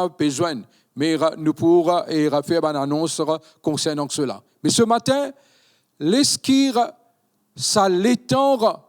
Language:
Morisyen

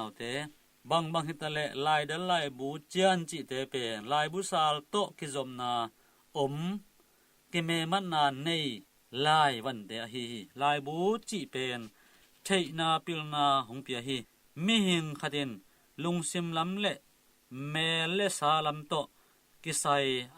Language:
Tedim Chin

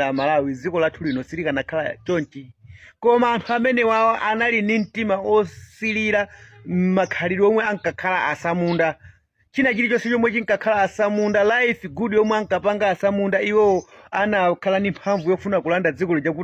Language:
Nyanja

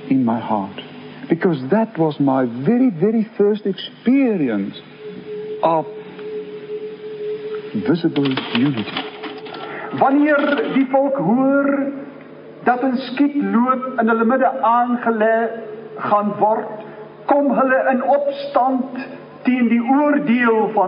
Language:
Afrikaans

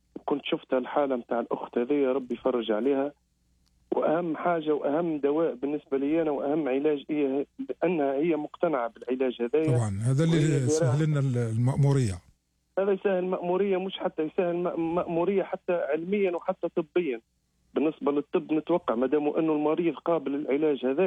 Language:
Algerian Arabic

